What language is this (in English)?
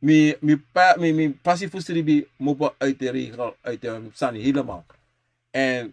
Sranan Tongo